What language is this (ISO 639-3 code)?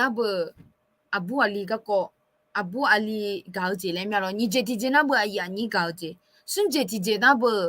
ahk